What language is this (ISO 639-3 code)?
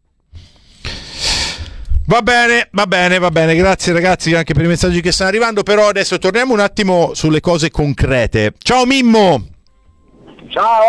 ita